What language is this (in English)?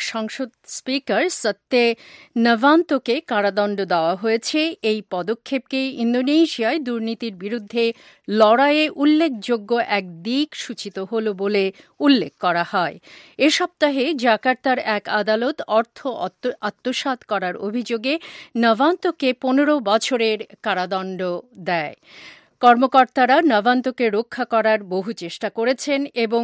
Bangla